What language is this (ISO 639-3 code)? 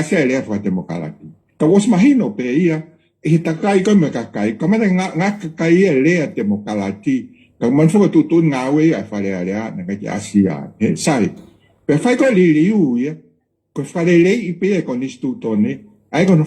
ton